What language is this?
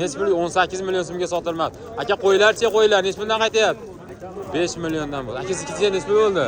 Uzbek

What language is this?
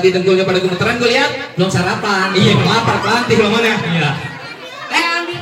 Betawi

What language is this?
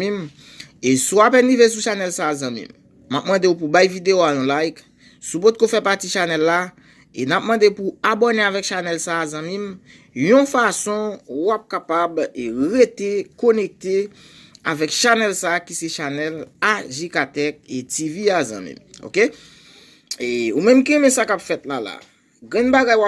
Haitian Creole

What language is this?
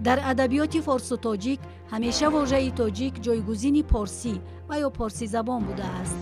Tajik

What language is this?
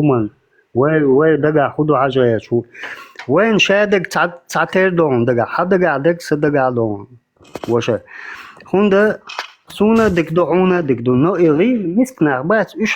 Chechen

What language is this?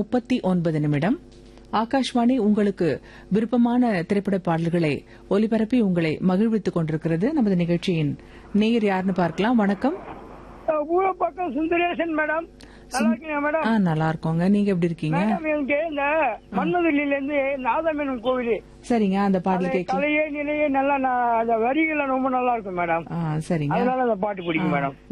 Tamil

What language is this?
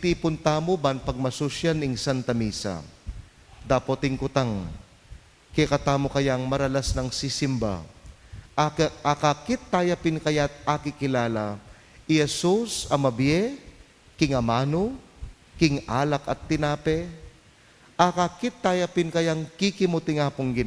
Pampanga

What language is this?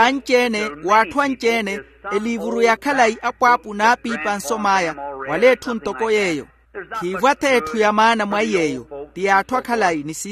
Makhuwa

